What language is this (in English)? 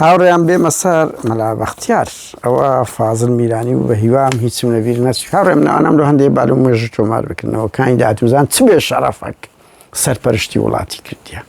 Central Kurdish